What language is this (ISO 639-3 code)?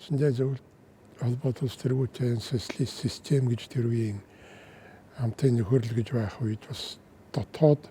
mon